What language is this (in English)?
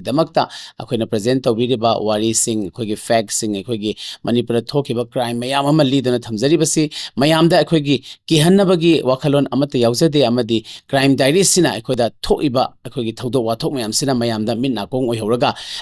Manipuri